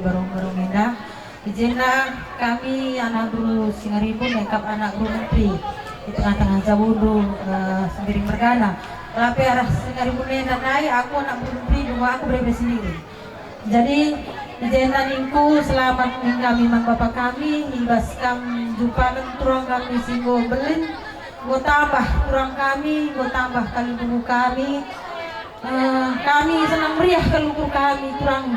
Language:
Batak Karo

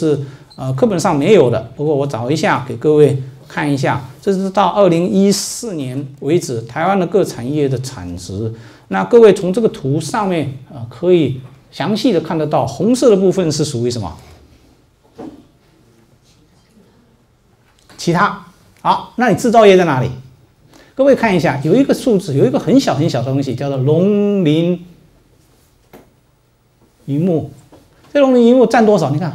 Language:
Chinese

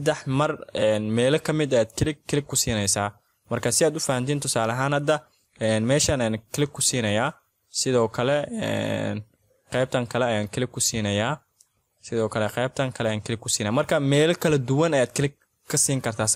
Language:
Somali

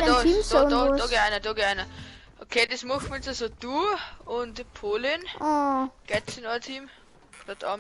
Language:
Bavarian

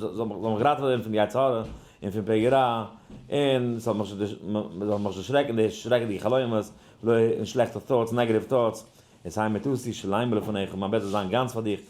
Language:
Yiddish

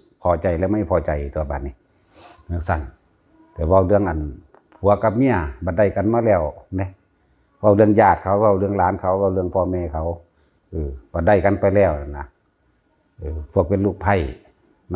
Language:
Northeastern Thai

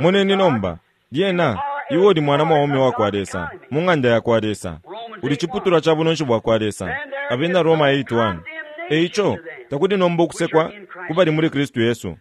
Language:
Bemba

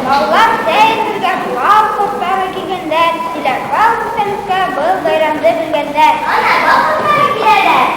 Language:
Bashkir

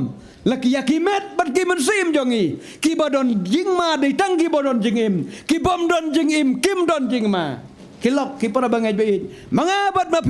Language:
Khasi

